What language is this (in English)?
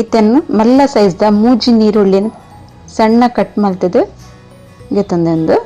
Tulu